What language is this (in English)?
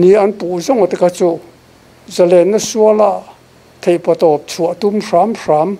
Mizo